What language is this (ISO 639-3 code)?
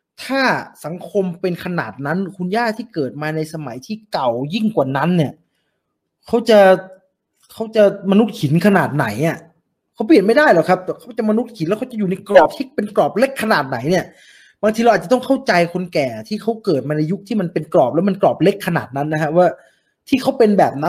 tha